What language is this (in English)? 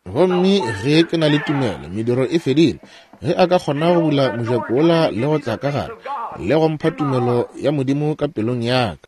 Northern Sotho